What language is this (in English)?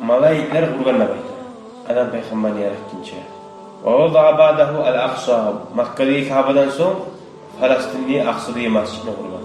Kumyk